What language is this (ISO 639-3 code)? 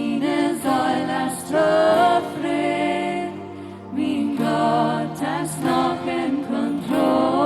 pdt